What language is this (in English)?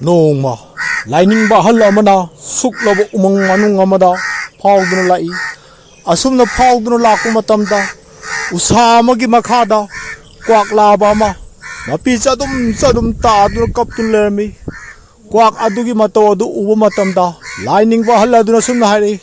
Manipuri